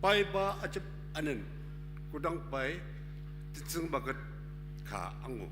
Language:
Ao Naga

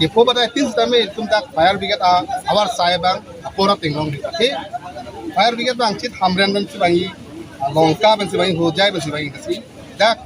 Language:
Karbi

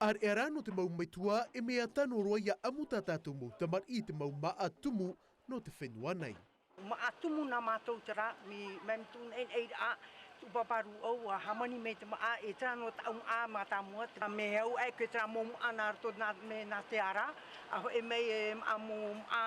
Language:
Tahitian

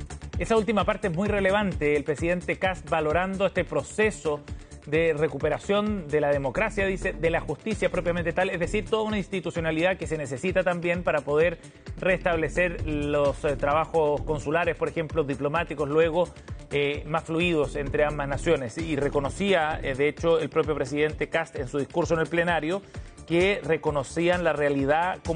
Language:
Spanish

